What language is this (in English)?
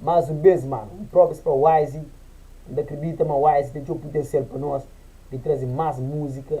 Kabuverdianu